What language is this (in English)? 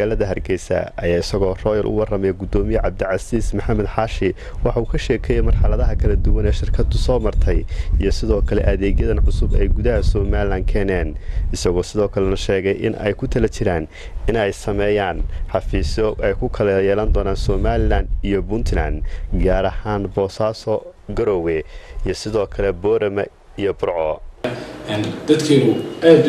Somali